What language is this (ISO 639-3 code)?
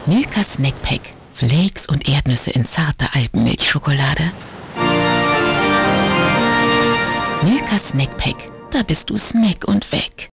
deu